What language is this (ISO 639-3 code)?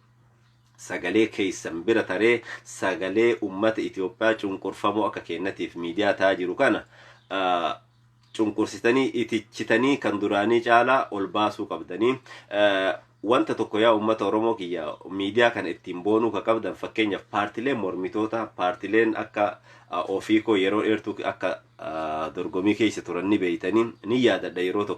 orm